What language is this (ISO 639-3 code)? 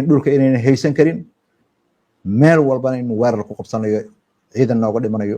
som